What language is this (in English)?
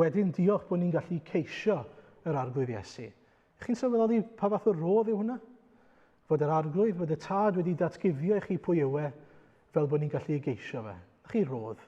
Welsh